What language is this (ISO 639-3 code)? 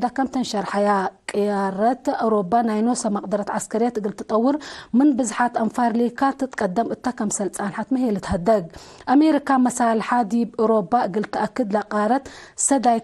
tig